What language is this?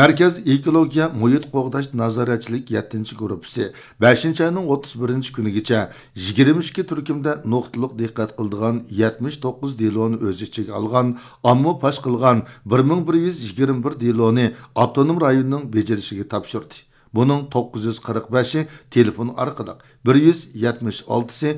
Uyghur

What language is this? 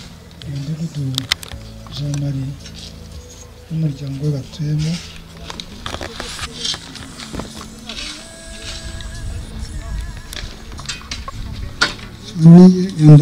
Kinyarwanda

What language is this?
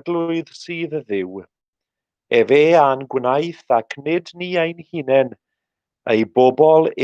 Welsh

